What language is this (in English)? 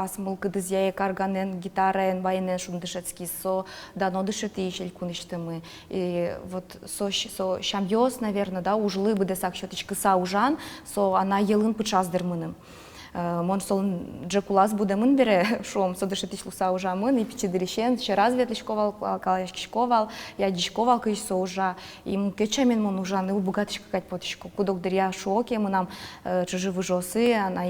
Udmurt